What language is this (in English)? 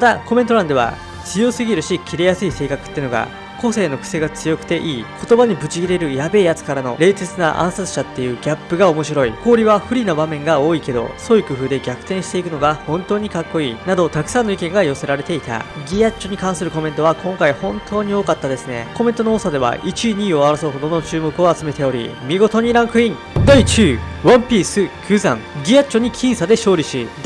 Japanese